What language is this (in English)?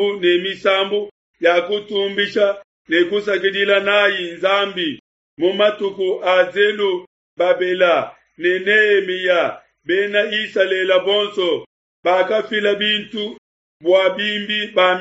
Luba-Lulua